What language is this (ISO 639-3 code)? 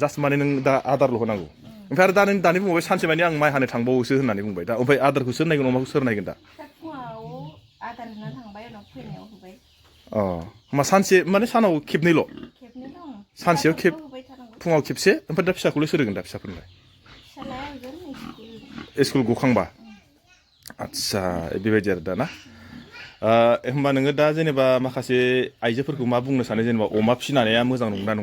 brx